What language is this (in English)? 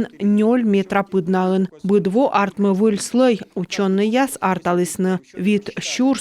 Komi